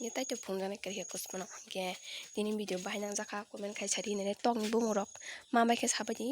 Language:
Kok Borok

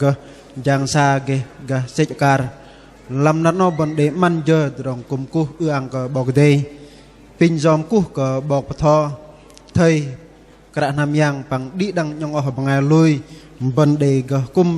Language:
Bahnar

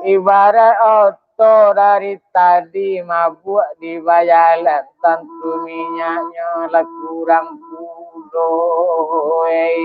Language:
Minangkabau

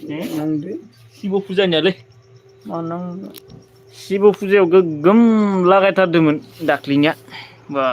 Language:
Bodo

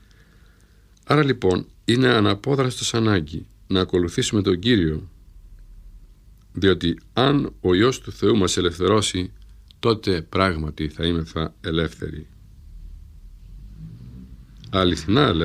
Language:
Greek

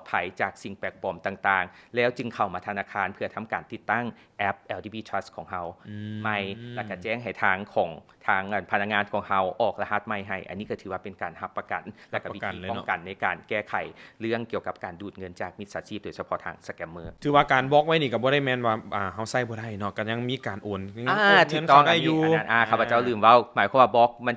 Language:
Lao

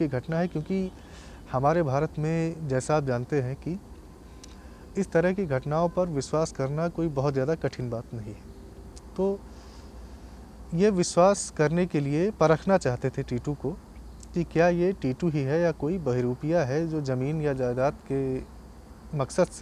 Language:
Hindi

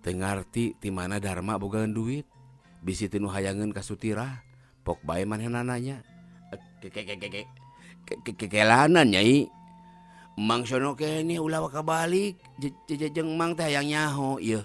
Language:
Sundanese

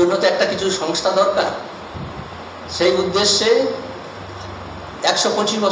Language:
Bangla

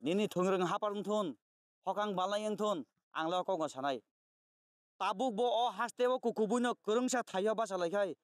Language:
Kok Borok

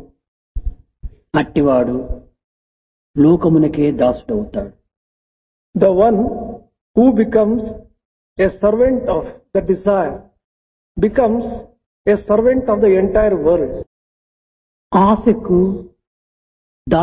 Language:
Telugu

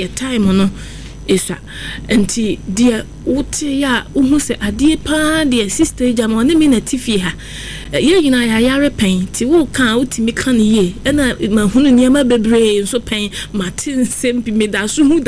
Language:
Akan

